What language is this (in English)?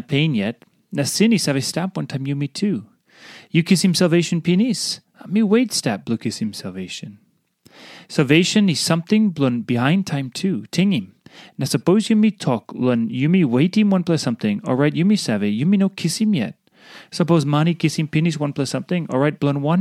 Tok Pisin